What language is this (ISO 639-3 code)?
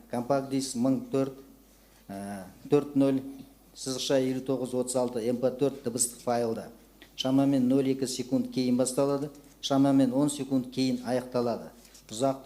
kaz